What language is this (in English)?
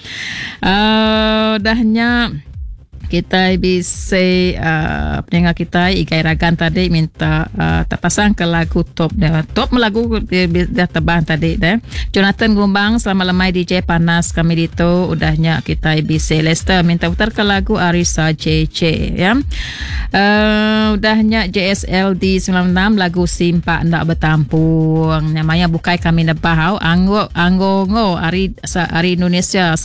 Iban